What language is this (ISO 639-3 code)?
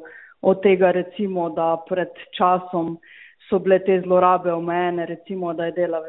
slv